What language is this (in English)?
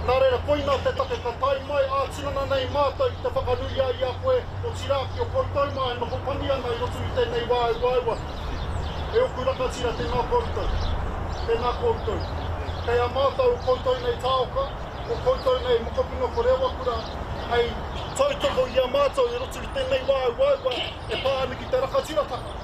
Māori